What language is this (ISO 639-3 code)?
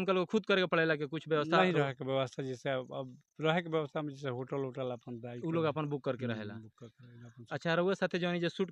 bho